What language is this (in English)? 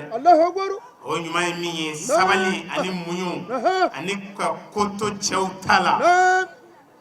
Bambara